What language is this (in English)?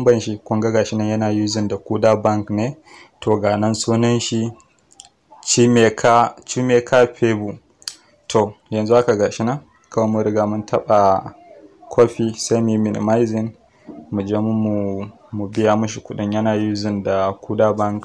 Hausa